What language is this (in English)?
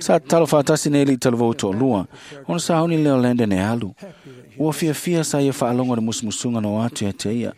Samoan